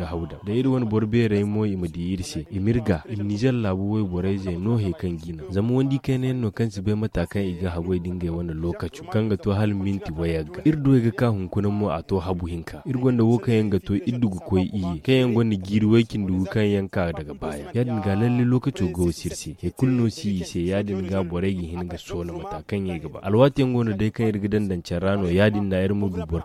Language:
Zarma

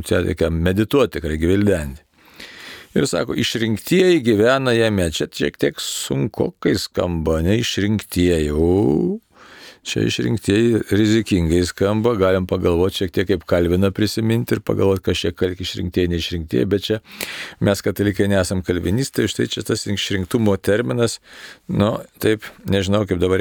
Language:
Lithuanian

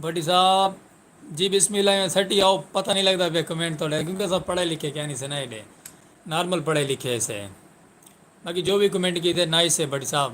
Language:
Saraiki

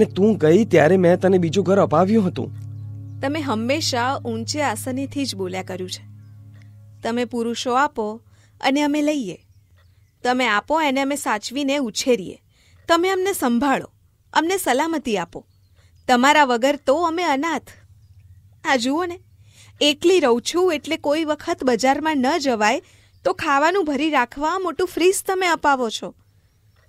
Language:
Gujarati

